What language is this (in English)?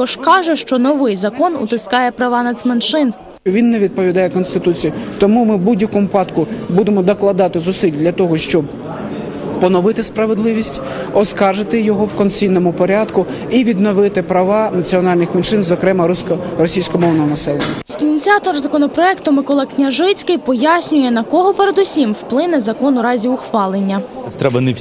Ukrainian